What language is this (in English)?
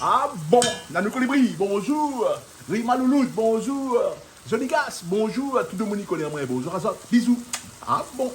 Réunion Creole French